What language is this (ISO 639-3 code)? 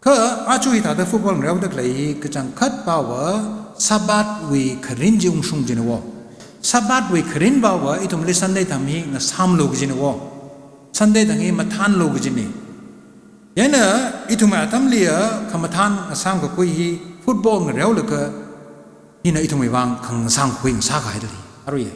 nmf